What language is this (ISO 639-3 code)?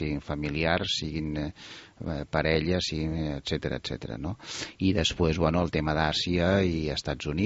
cat